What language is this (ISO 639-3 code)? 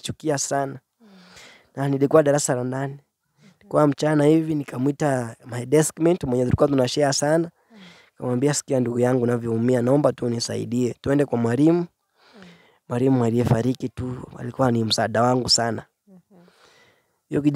swa